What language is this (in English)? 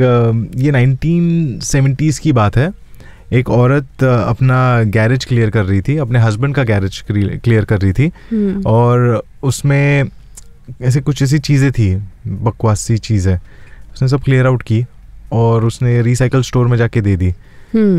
Hindi